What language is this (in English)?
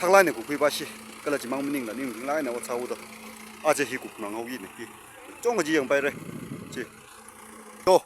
Tangkhul Naga (India)